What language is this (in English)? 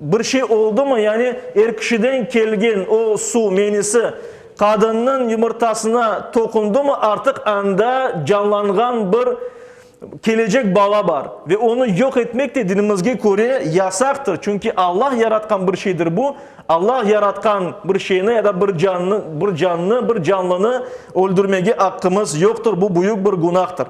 Crimean Tatar